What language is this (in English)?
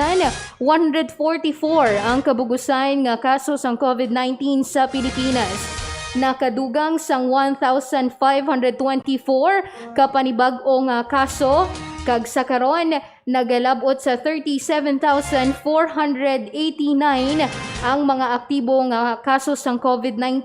Hiligaynon